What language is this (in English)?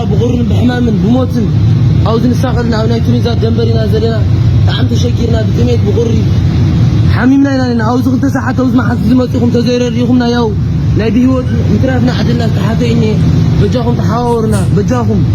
Tigrinya